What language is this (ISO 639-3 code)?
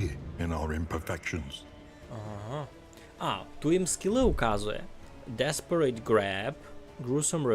rue